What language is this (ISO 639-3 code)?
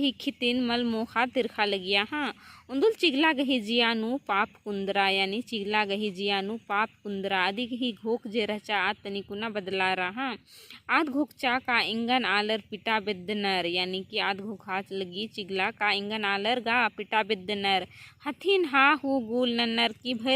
kru